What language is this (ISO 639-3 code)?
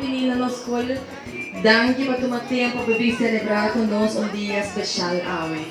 pap